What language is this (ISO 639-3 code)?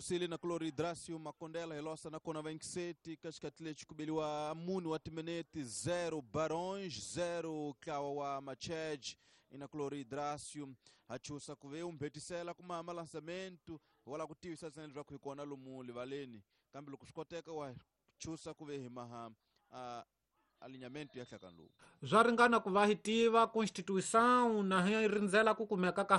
tso